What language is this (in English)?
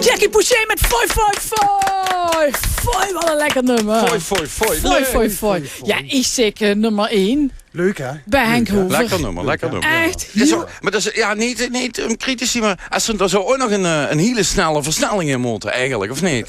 Limburgish